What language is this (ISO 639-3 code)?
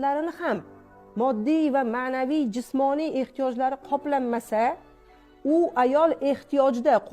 uzb